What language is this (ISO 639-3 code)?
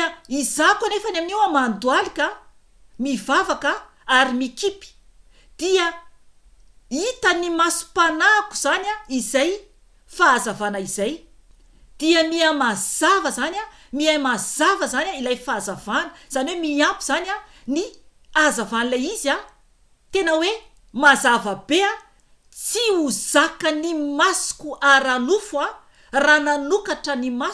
mlg